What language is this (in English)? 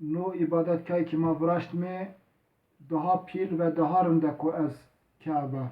Zaza